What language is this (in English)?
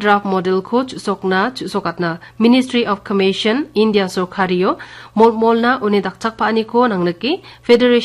Garo